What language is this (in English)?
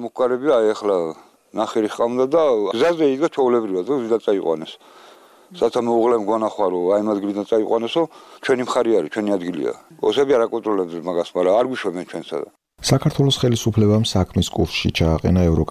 Georgian